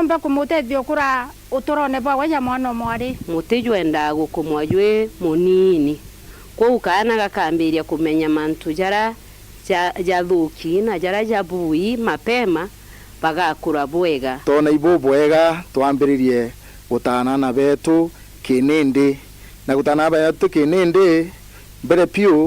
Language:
Meru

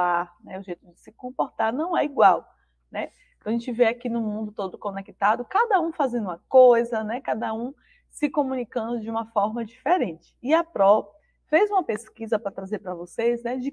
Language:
Portuguese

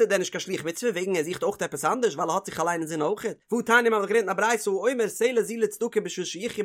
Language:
Yiddish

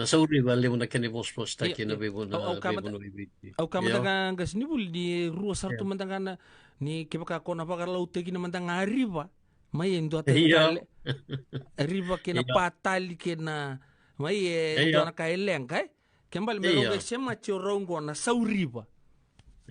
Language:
Fijian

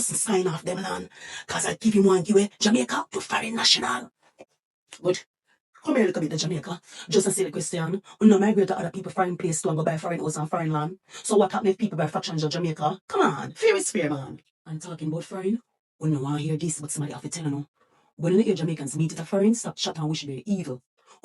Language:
Jamaican Creole English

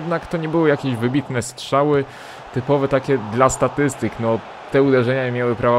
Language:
Polish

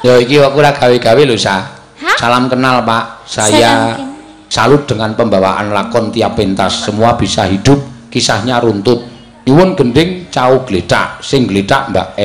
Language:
Javanese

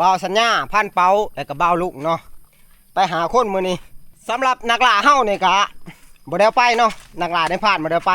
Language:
Northeastern Thai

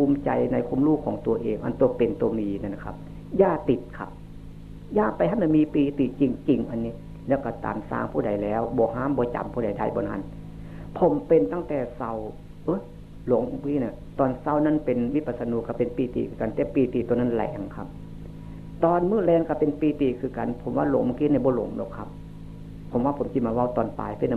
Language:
Northeastern Thai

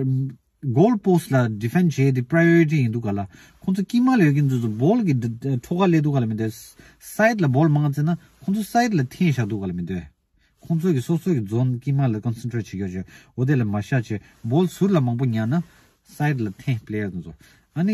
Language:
Tibetan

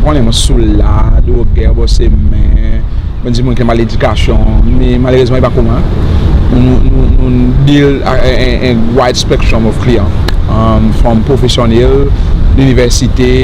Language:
Seselwa Creole French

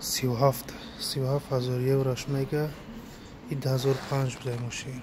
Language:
Tajik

